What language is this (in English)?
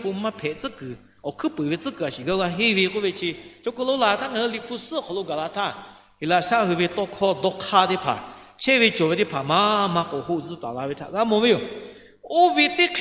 Lahu